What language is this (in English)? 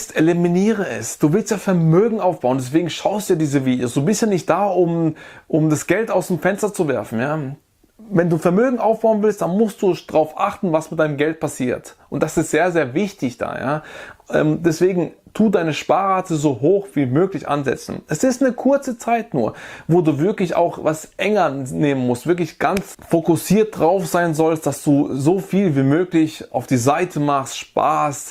German